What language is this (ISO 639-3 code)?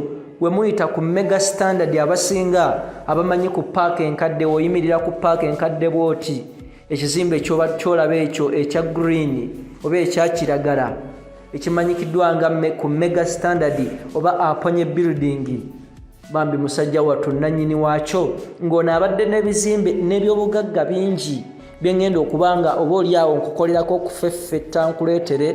lug